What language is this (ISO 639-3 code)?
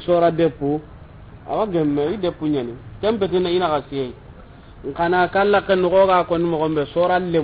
snk